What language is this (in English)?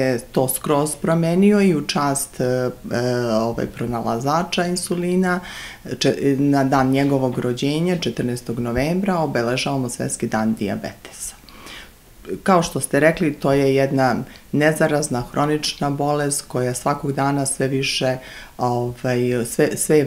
Serbian